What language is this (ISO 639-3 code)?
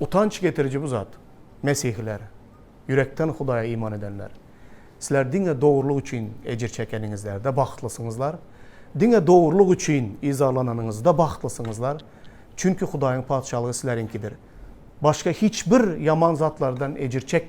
tuk